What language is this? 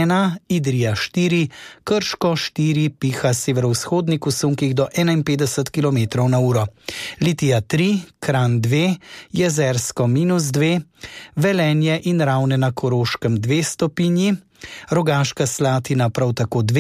Slovenian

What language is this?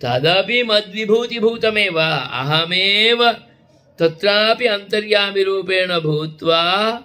Sanskrit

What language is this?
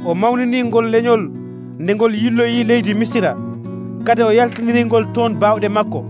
Nigerian Fulfulde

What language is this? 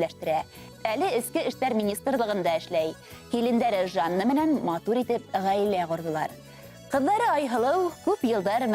Bashkir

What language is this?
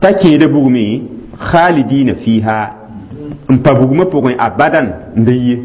Mossi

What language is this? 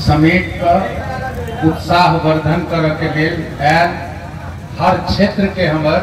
Maithili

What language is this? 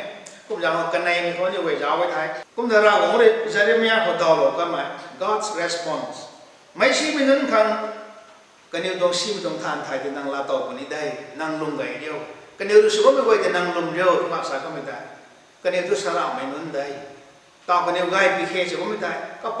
Rongmei Naga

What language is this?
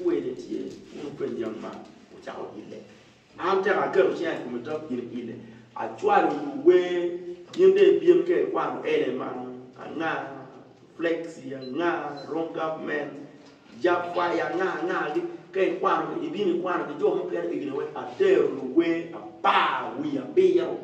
Acoli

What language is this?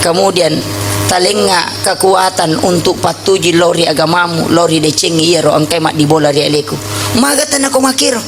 Buginese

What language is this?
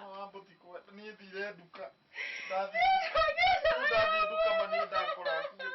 Kikuyu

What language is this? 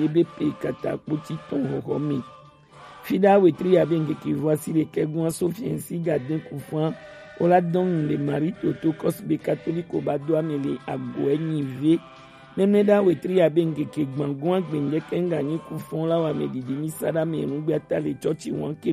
Gen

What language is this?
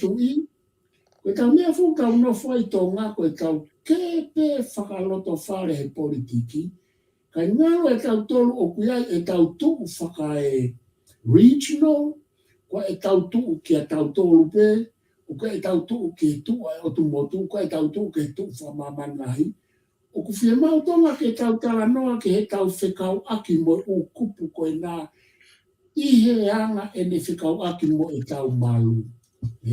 Tongan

